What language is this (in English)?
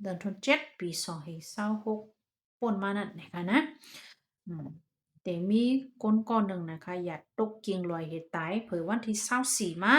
Shan